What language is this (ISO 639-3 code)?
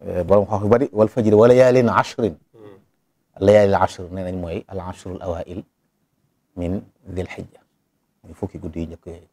wol